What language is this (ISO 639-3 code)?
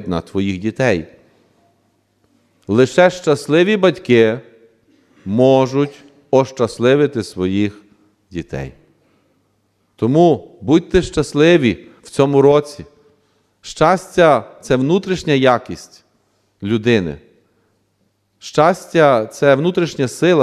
ukr